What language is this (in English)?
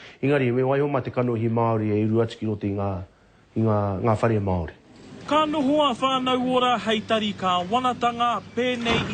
Māori